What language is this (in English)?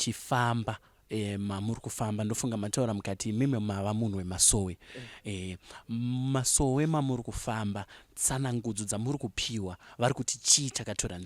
Shona